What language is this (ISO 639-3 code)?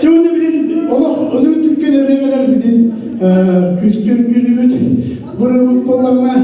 sah